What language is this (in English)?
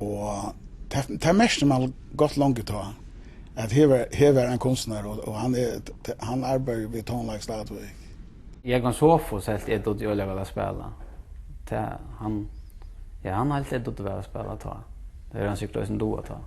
Faroese